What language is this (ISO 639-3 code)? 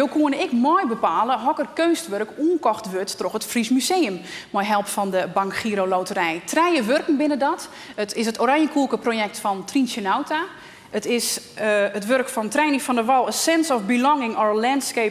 fry